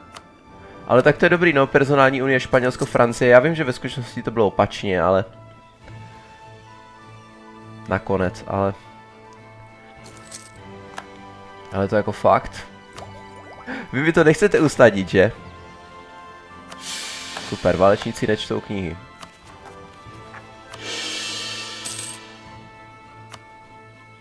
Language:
Czech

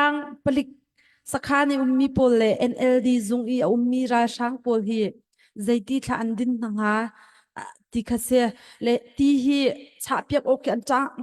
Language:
Hakha Chin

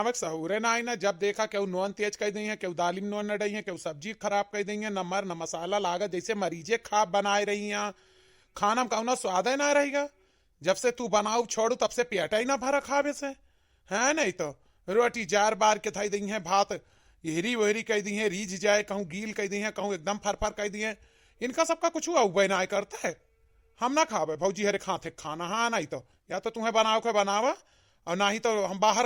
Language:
Awadhi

